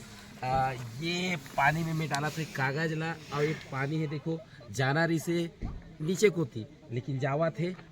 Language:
Chhattisgarhi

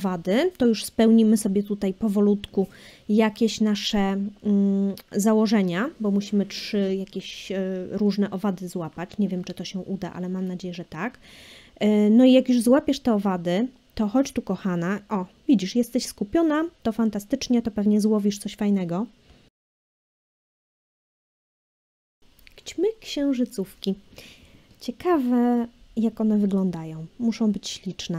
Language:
Polish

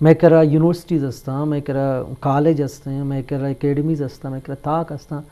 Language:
Eastern Balochi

